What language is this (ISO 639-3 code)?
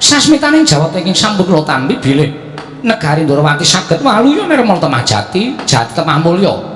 jav